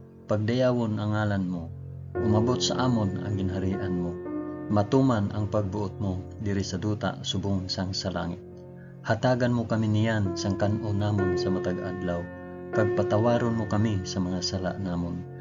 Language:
Hiligaynon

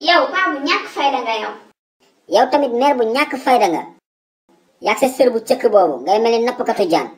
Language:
Wolof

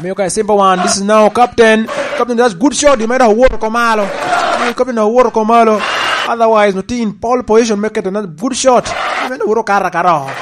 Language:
Lango (Uganda)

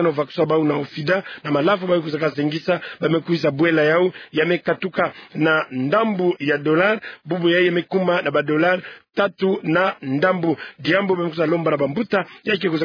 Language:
Kituba (Democratic Republic of Congo)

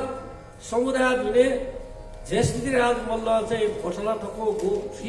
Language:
Newari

